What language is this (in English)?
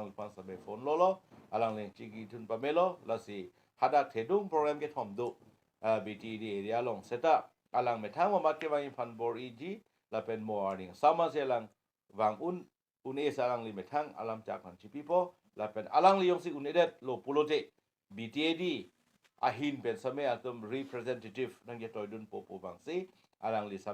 Karbi